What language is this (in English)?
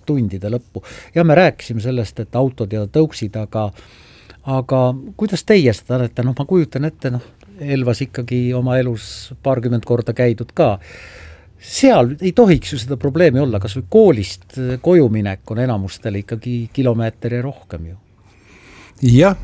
Estonian